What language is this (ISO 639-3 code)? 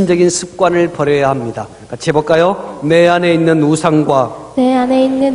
kor